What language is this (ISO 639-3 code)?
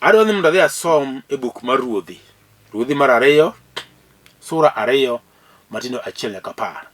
luo